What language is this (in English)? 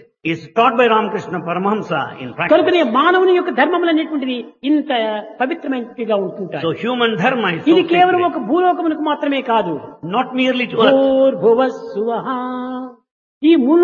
Telugu